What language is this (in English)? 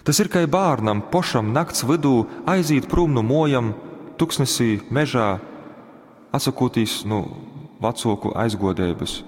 Latgalian